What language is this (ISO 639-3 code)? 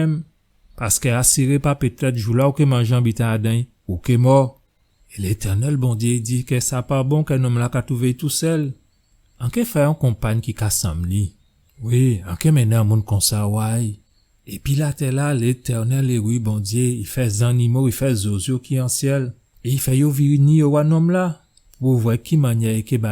gcf